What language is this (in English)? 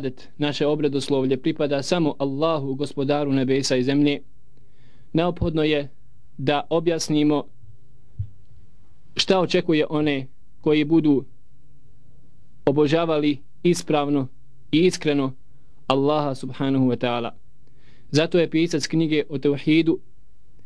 Bosnian